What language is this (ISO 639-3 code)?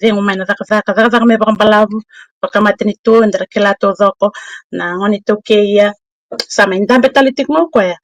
fij